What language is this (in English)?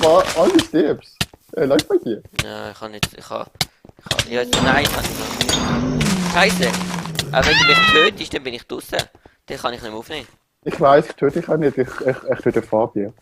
Swiss German